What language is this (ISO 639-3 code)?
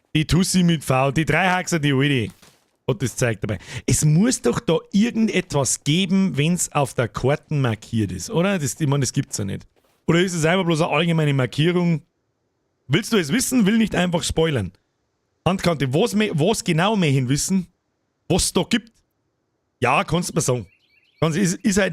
bar